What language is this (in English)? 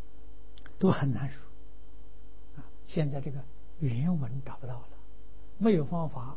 Chinese